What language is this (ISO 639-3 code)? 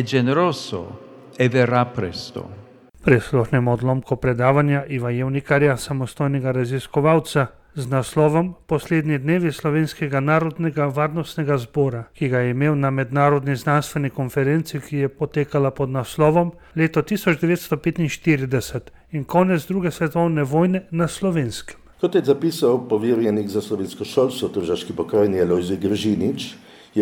slv